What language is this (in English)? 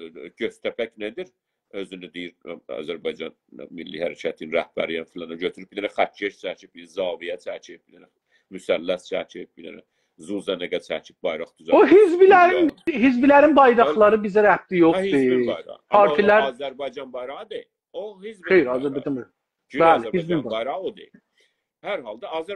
South Azerbaijani